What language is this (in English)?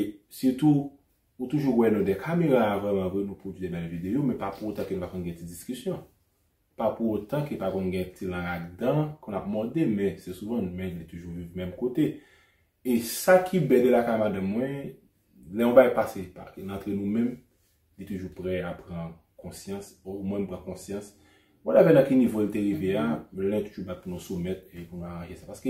Haitian Creole